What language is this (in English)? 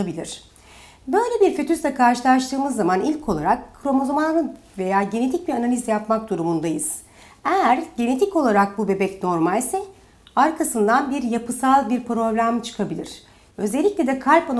Turkish